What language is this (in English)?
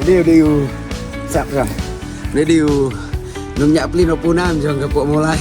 Khasi